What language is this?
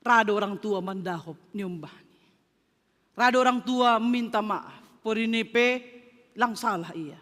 Batak Simalungun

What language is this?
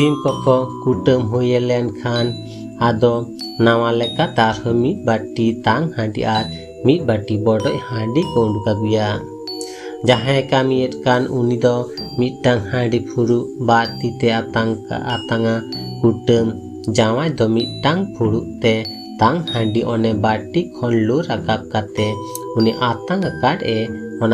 Santali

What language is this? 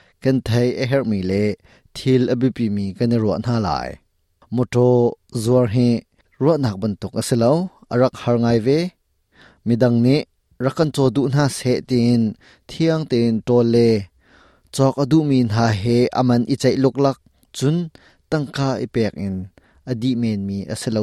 Hakha Chin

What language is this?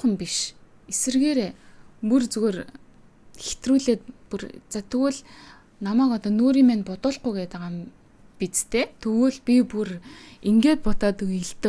Mongolian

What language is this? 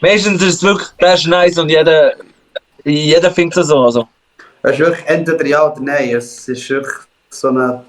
Swiss German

